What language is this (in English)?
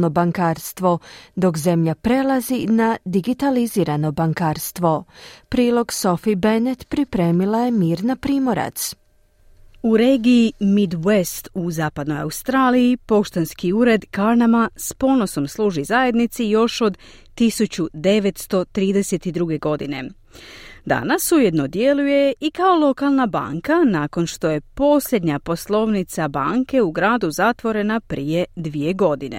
Croatian